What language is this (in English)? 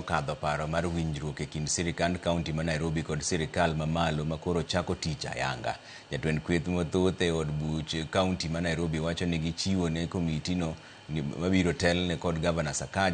Luo (Kenya and Tanzania)